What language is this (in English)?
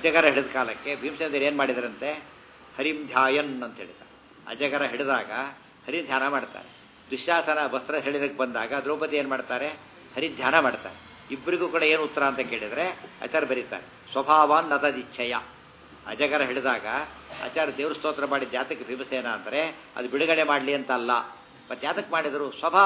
Kannada